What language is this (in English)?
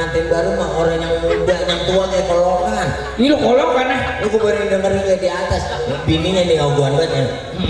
Betawi